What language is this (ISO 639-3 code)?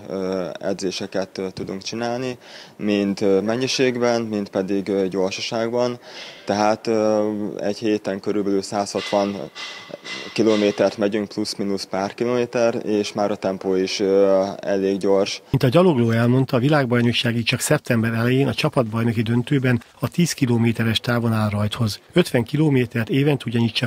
hun